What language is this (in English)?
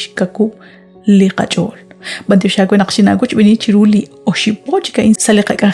Kekchí